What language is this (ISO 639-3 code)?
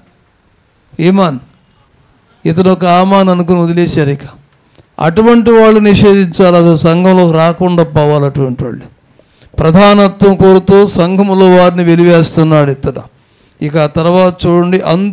tel